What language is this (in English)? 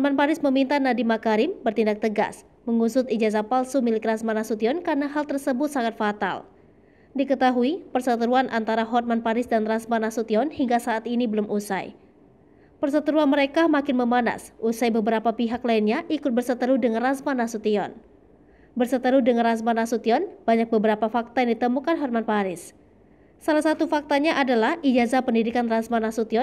Indonesian